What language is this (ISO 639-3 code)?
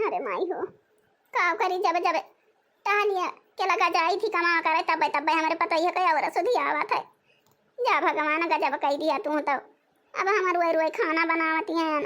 awa